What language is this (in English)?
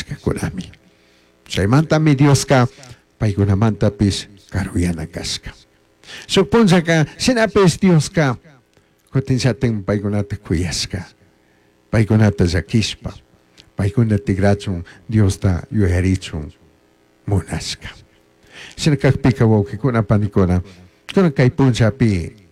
Chimborazo Highland Quichua